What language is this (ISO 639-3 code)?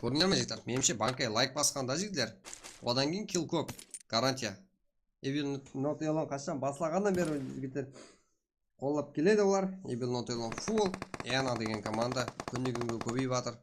kaa